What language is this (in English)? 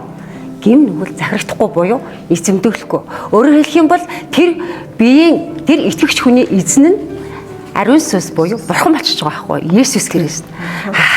Mongolian